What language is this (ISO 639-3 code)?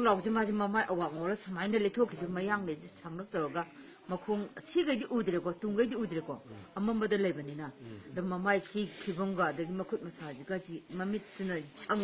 mni